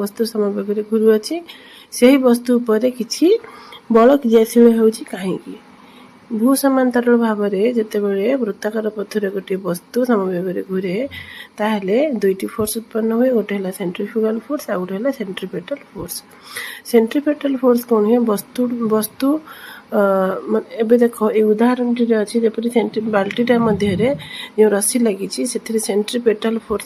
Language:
Odia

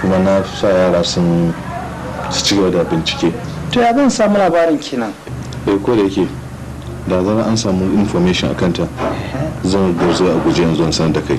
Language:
Hausa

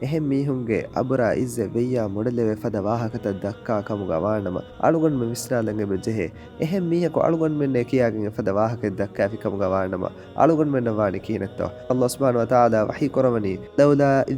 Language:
Divehi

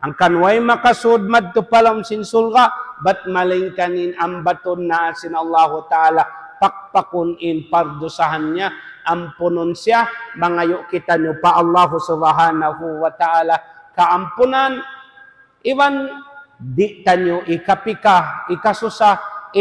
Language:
Tausug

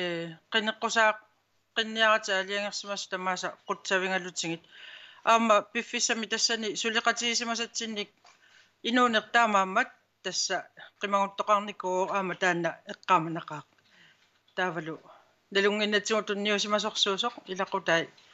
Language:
Kalaallisut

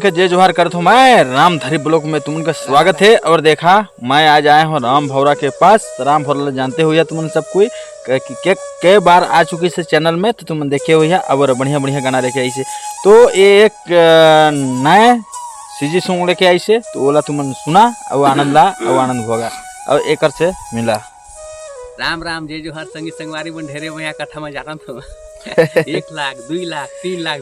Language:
Chhattisgarhi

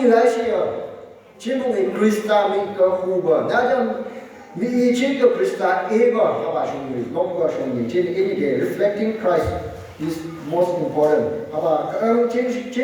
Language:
Phom Naga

